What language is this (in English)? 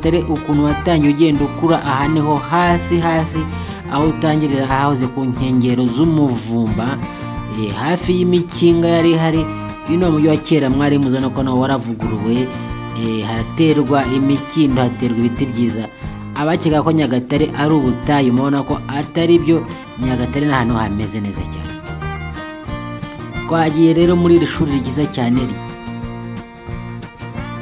Kinyarwanda